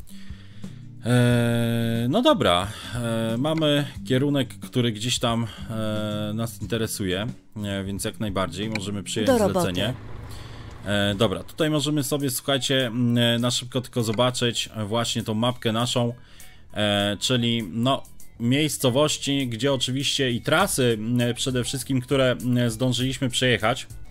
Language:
Polish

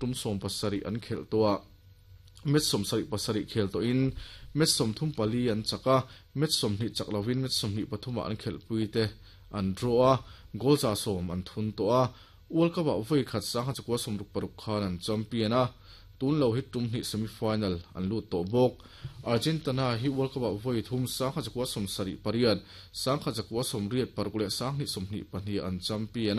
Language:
Mizo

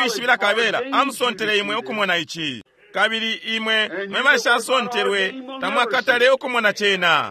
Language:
Bemba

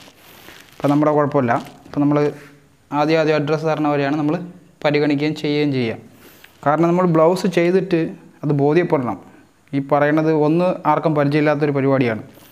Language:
Malayalam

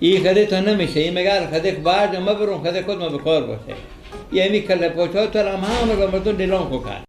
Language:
Persian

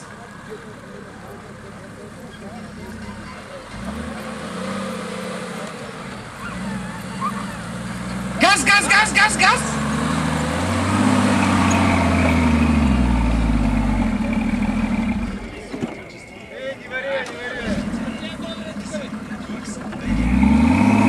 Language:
Bulgarian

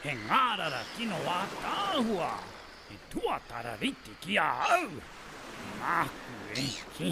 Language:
Māori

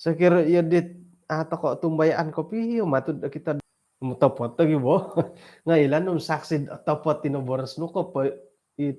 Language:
Central Dusun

